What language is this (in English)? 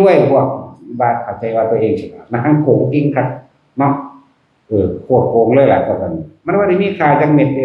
Northeastern Thai